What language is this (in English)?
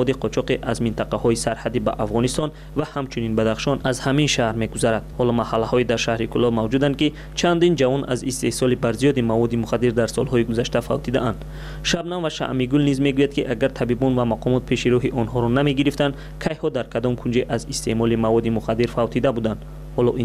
Tajik